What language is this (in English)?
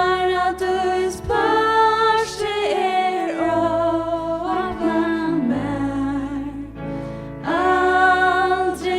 Faroese